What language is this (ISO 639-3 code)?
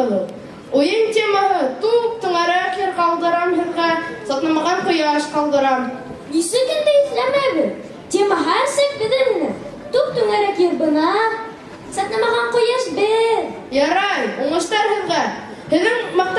bak